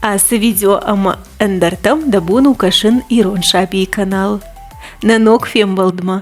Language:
Ossetic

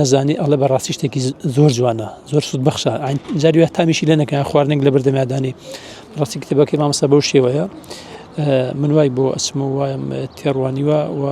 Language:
Central Kurdish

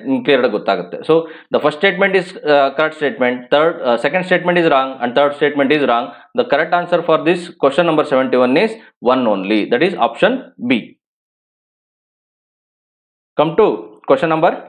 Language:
Kannada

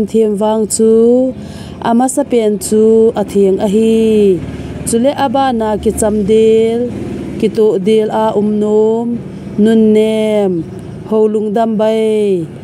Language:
Thado Chin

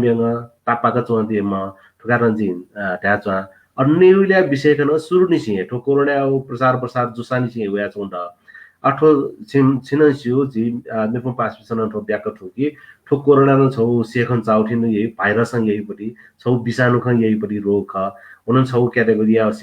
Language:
Newari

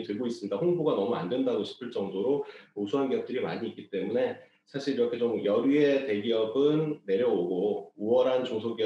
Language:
Korean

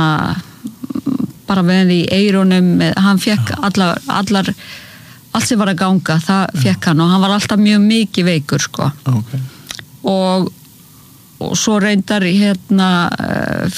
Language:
Icelandic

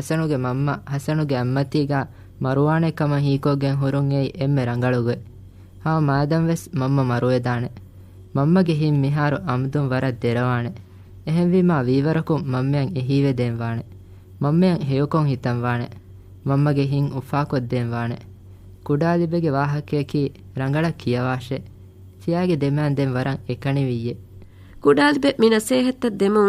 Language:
Divehi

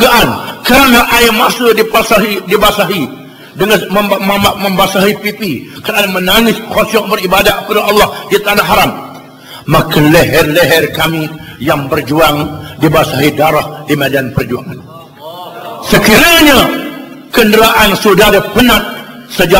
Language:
Malay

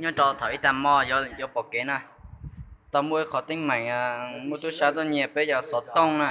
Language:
Hmong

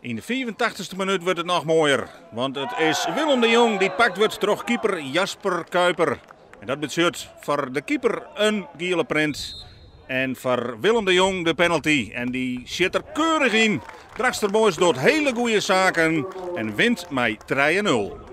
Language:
Western Frisian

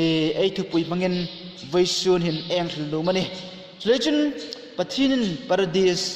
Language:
Hmar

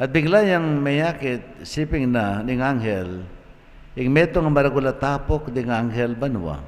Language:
Pampanga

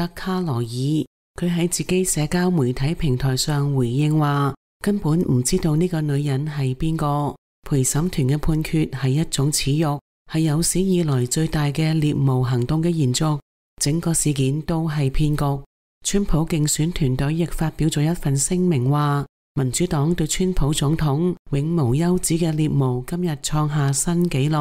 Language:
Cantonese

